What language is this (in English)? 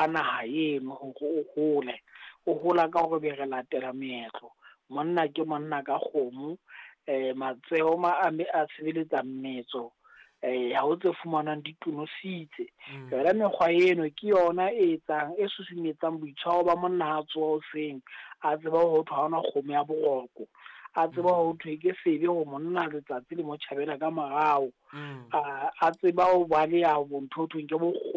Southern Sotho